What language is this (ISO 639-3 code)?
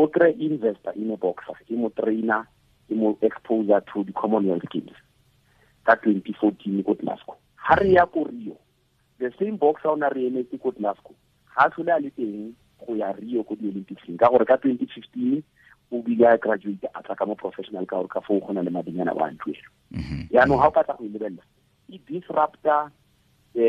tsn